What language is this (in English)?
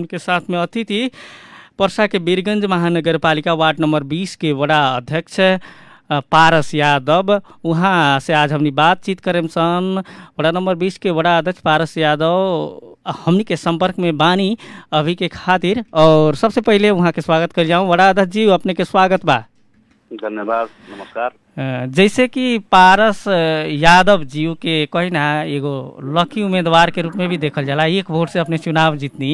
Bhojpuri